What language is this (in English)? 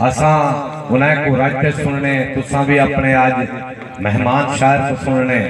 Saraiki